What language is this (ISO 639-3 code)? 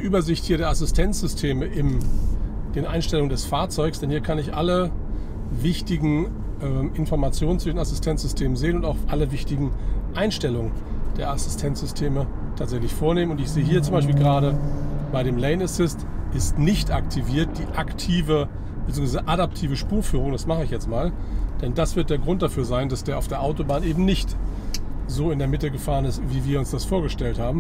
deu